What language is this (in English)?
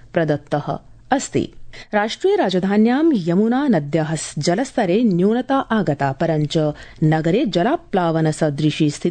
Sanskrit